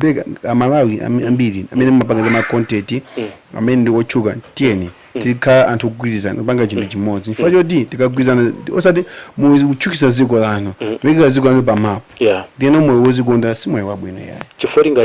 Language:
Nyanja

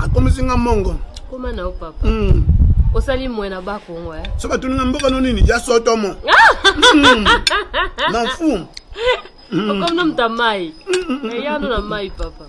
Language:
Lingala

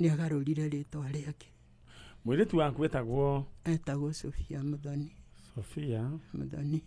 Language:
Kikuyu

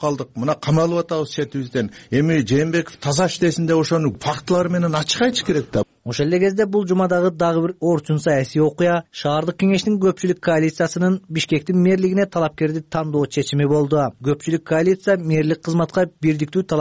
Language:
Kyrgyz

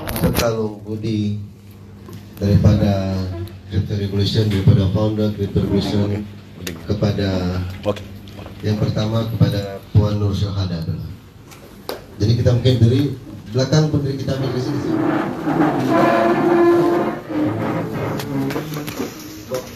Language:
Malay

